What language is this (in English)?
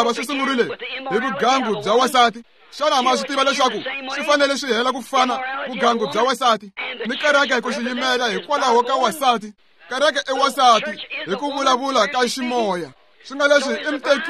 Tsonga